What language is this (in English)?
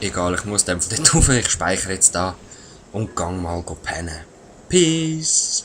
Swiss German